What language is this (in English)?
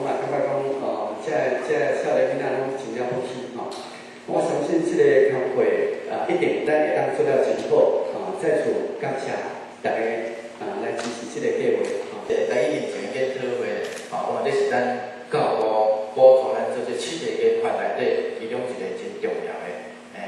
Min Nan Chinese